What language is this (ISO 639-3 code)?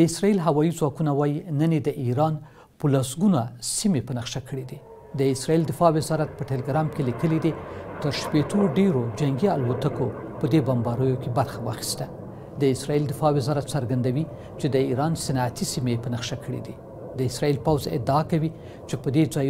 pus